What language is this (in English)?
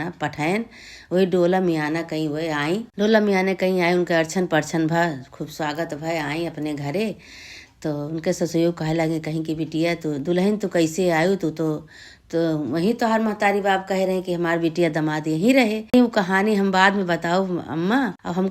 Awadhi